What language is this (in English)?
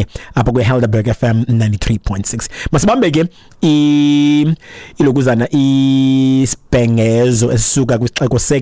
Xhosa